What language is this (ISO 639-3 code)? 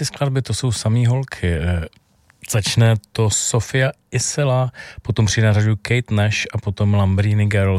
ces